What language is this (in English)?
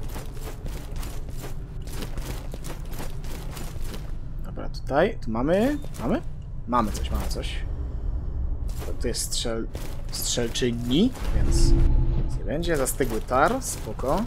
Polish